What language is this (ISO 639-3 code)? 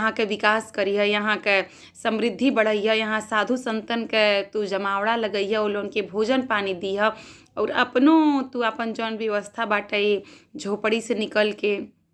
bho